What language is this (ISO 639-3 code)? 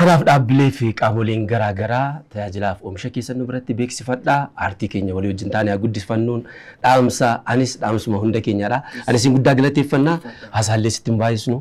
orm